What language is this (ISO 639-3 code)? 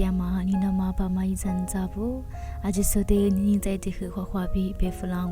lis